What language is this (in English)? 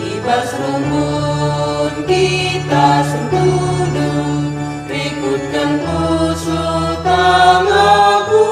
Batak Karo